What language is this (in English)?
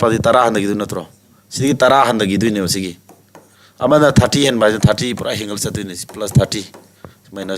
Manipuri